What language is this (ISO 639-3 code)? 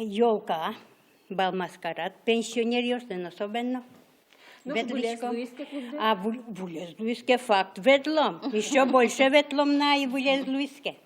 udm